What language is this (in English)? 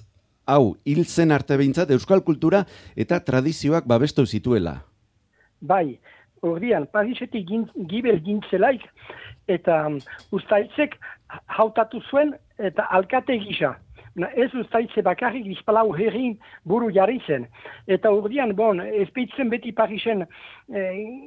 Basque